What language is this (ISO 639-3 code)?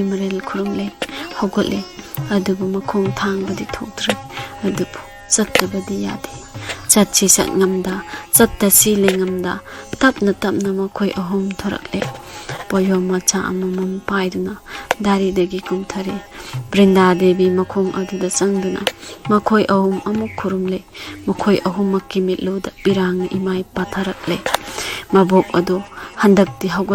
mni